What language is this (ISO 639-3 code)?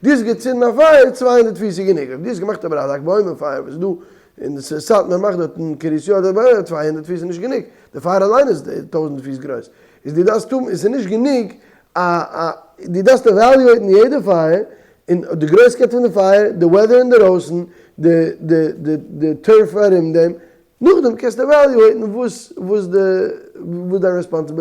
yid